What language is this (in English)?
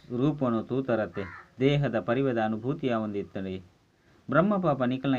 Tulu